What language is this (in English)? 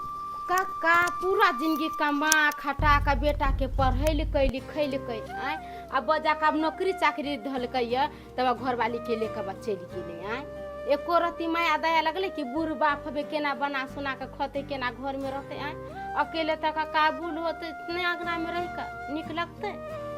Maithili